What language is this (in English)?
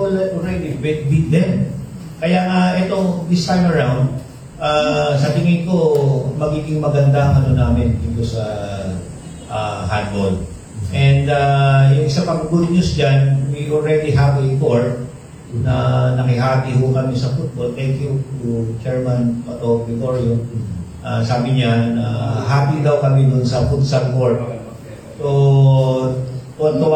Filipino